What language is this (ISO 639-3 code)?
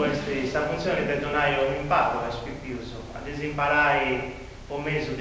srd